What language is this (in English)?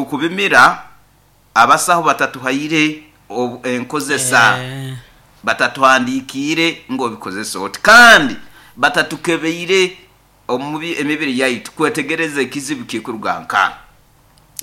Nyoro